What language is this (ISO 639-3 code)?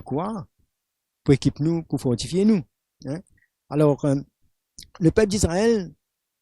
mfe